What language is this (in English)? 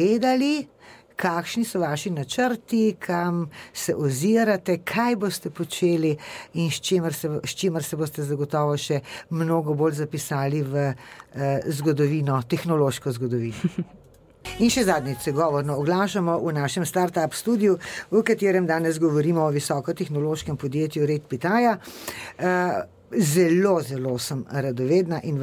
Slovenian